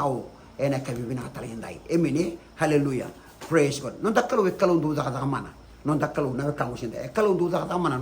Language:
Fijian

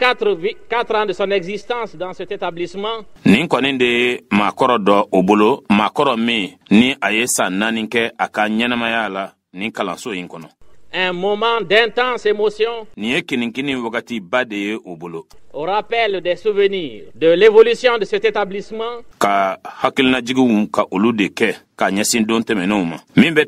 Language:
Bambara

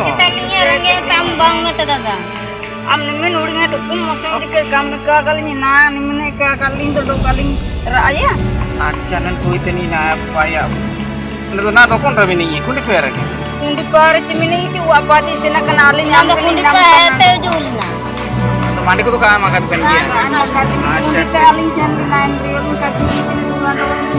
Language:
Ho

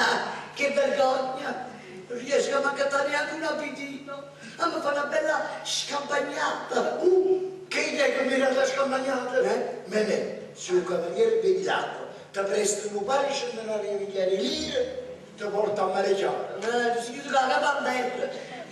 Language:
Neapolitan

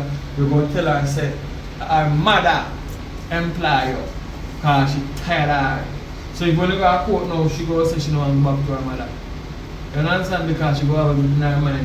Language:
Jamaican Creole English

